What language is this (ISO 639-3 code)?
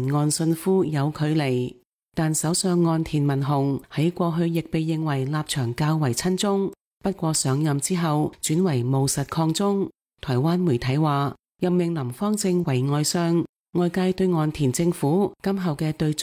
yue